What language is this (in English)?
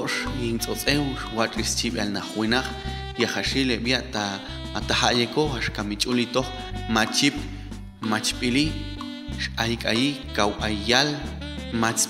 Popti'